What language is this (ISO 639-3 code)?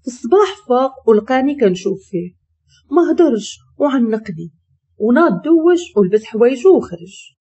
ary